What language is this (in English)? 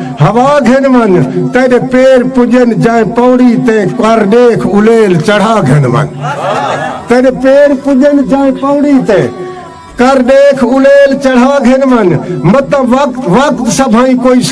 Saraiki